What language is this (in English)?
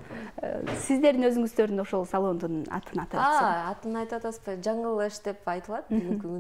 Kyrgyz